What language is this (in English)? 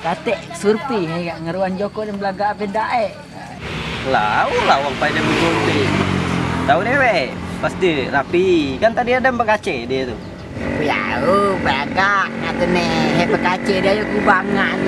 Musi